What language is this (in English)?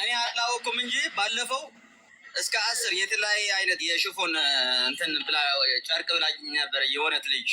Amharic